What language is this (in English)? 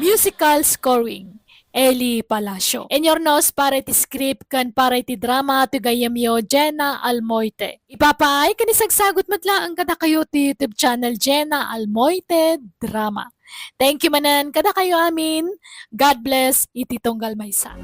Iloko